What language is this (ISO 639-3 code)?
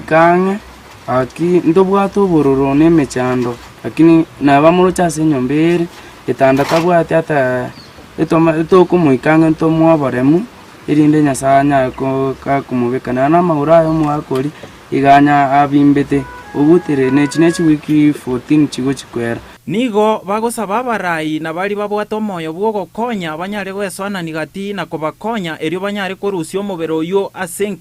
guz